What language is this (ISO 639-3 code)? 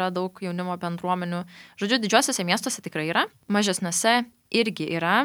lit